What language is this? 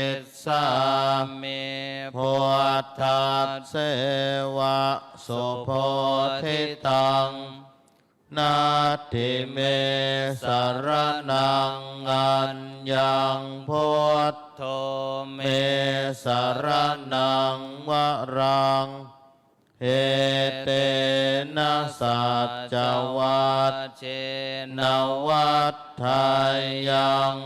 Pali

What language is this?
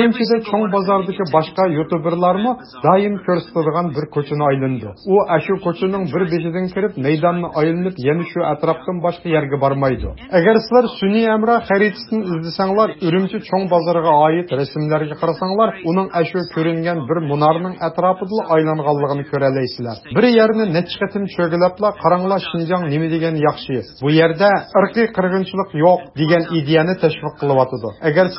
Uyghur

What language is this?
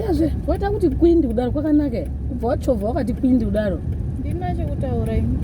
Shona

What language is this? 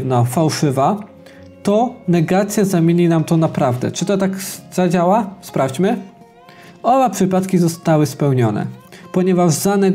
Polish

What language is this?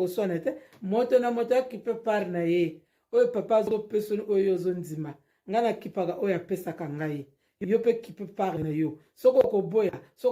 Lingala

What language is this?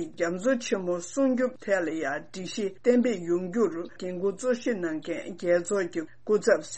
Tibetan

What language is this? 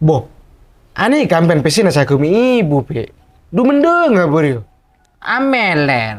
Madurese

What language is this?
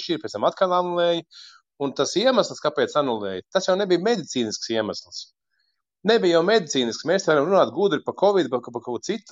Latvian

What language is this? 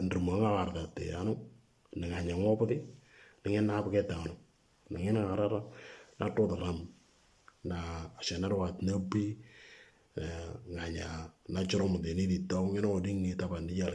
Moro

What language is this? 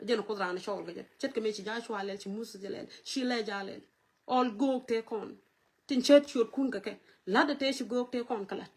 Nuer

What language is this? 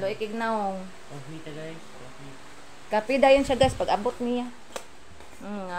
Cebuano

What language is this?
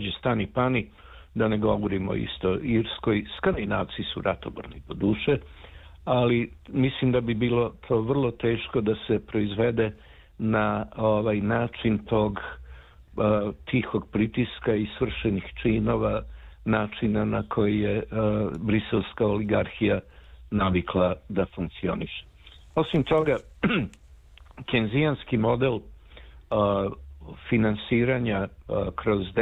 Serbian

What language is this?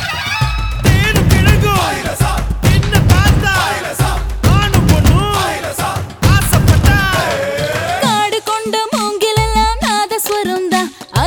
Tamil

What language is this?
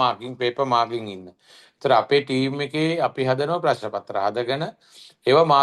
Sinhala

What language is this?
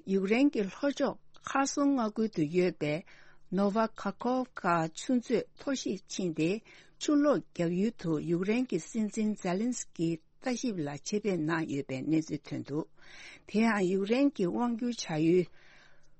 Tibetan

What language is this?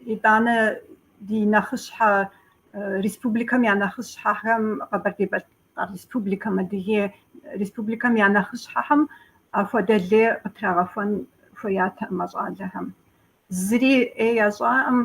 Kabardian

